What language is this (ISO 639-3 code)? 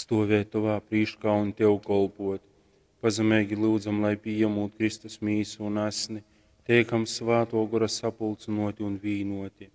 ltg